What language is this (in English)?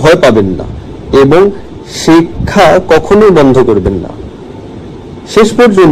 Bangla